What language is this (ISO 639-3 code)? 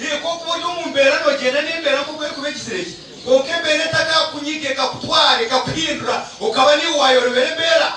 nyn